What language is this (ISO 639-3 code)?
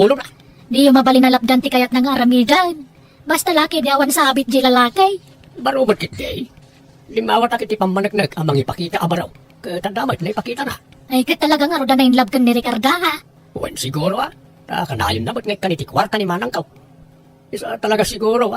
ilo